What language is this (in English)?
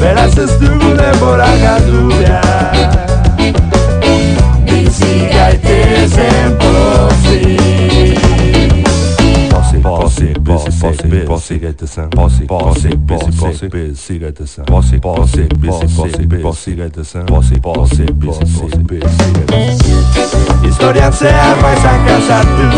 Basque